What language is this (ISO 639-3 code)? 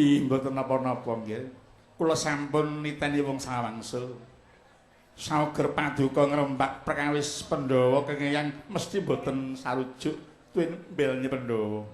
jav